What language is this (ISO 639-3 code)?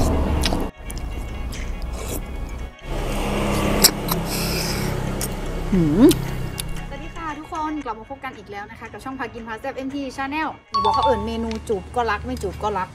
tha